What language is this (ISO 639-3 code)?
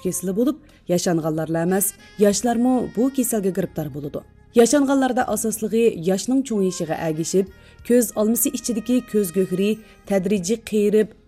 uig